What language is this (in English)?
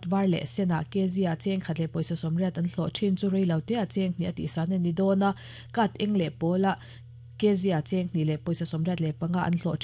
Mizo